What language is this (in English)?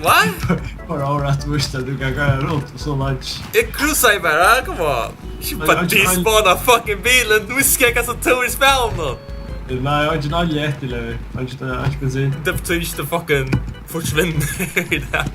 Faroese